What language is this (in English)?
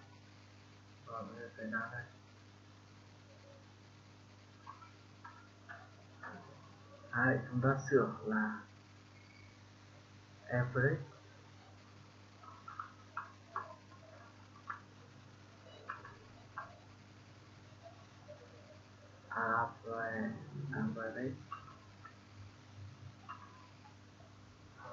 Vietnamese